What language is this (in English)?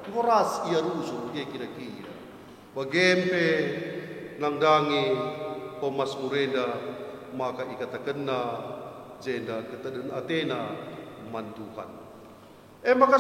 Batak Karo